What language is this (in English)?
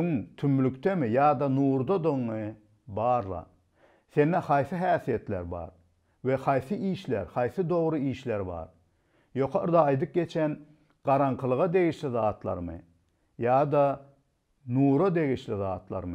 Turkmen